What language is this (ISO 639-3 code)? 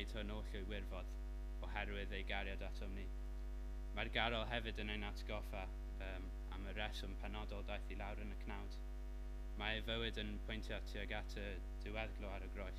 cym